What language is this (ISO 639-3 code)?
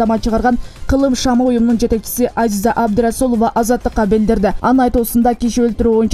kir